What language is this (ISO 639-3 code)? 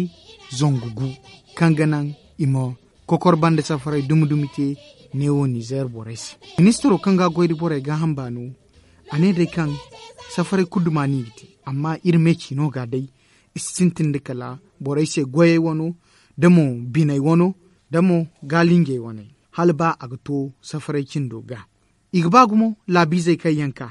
dje